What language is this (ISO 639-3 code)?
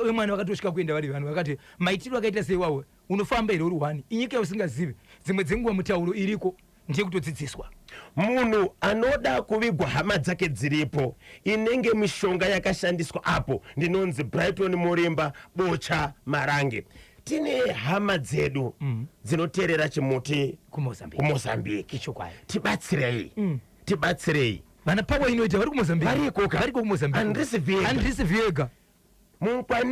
sna